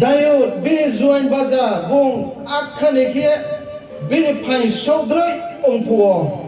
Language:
Riang (India)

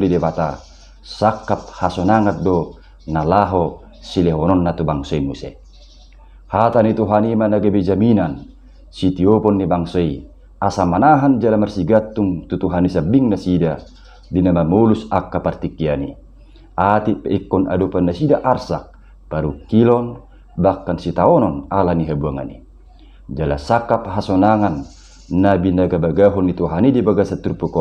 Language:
Batak Toba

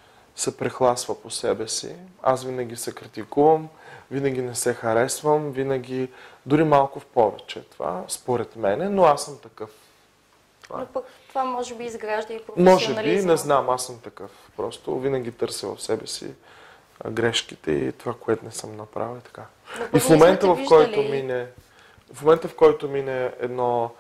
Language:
Bulgarian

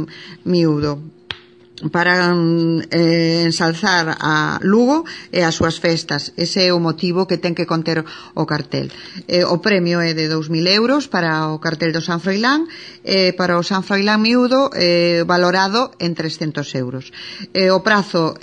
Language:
Galician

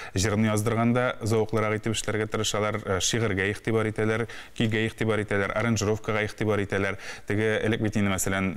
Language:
Tatar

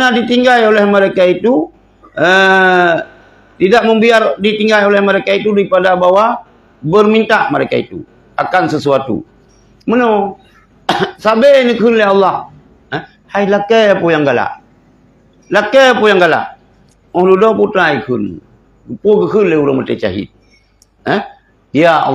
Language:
Achinese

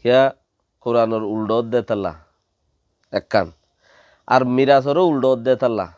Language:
Rohingya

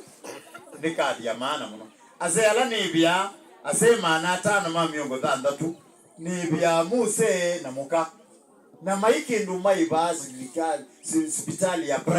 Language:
Kamba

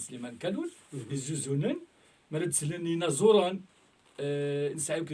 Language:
Kabyle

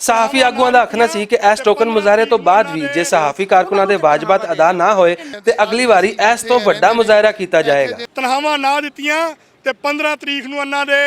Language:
Western Panjabi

